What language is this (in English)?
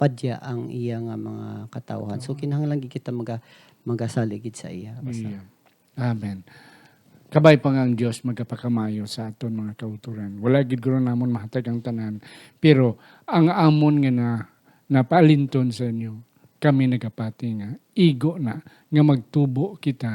Hiligaynon